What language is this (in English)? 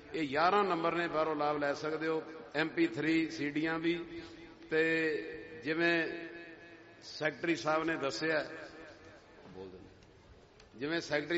Punjabi